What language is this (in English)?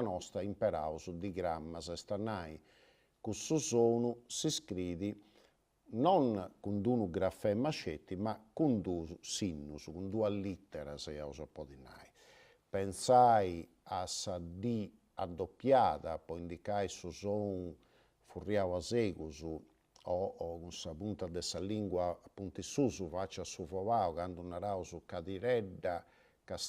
Sardinian